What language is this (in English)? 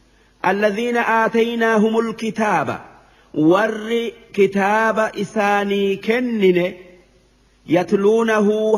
Oromo